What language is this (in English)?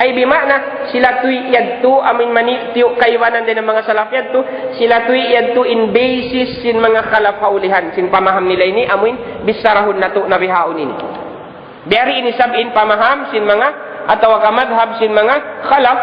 Tausug